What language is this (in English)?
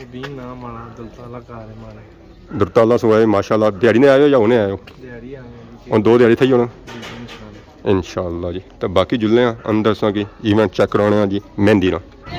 Pahari-Potwari